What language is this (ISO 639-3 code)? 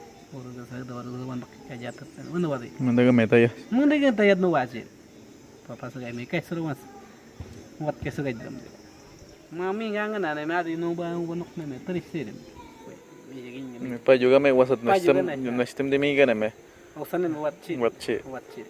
kwi